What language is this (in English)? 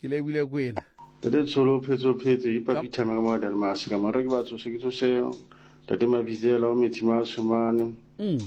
Southern Sotho